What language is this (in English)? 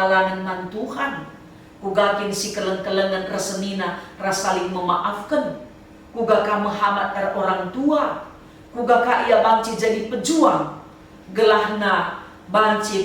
Batak Karo